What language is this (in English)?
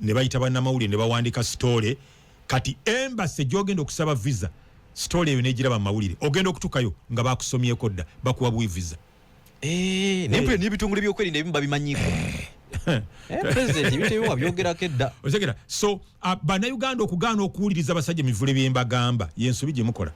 Ganda